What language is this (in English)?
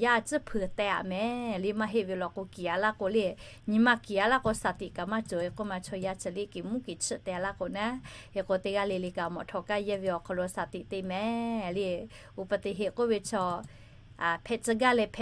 Lahu